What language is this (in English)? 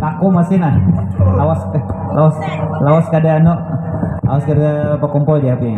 Banjar